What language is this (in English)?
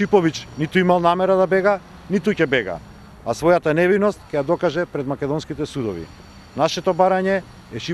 Macedonian